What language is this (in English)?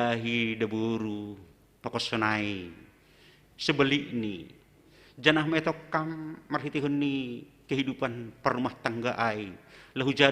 Batak Simalungun